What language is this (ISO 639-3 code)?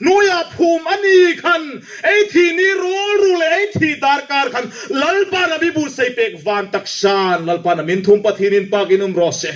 hmr